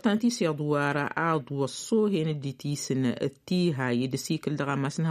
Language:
Tamasheq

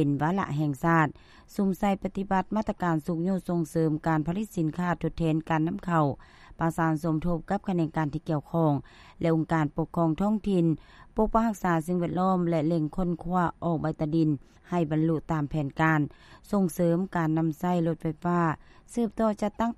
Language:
Lao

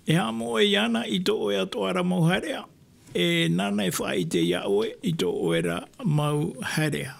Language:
Tahitian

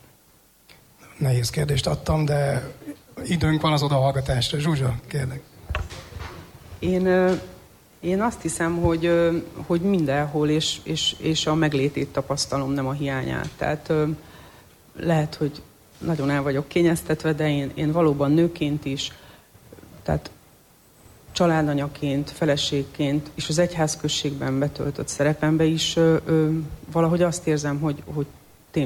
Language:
Hungarian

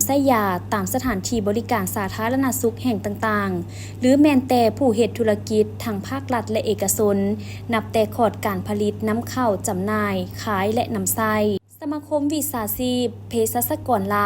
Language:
Lao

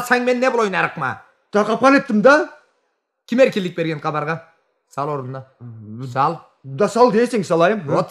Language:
Karachay-Balkar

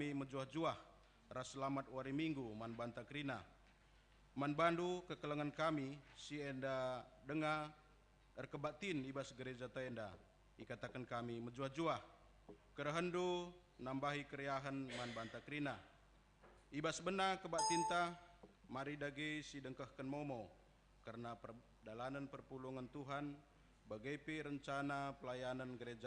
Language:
Batak Karo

